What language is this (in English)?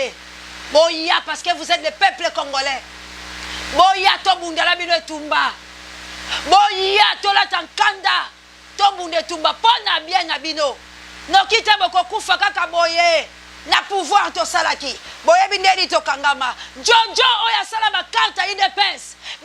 Lingala